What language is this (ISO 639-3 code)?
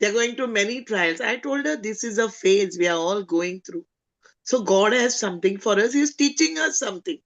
kok